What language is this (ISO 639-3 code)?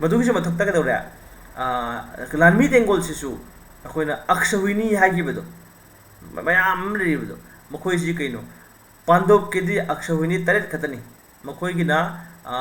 mni